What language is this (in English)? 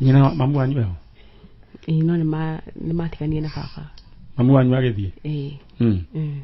Kikuyu